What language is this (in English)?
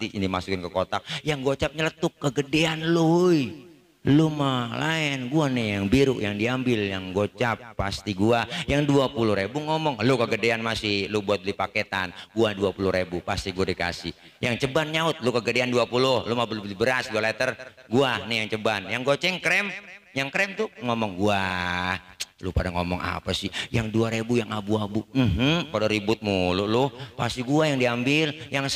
Betawi